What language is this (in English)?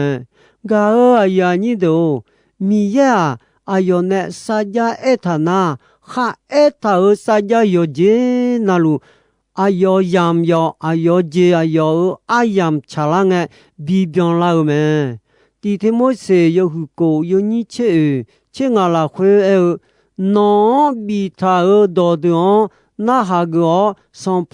Akha